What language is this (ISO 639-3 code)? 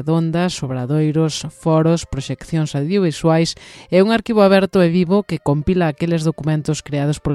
glg